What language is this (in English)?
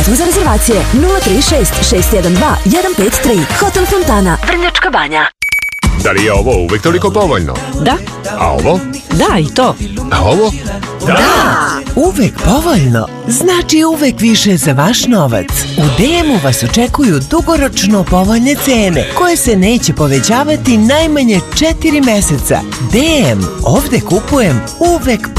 Serbian